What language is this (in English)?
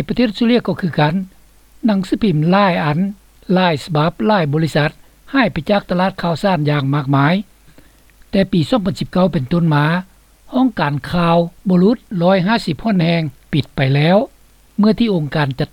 Lao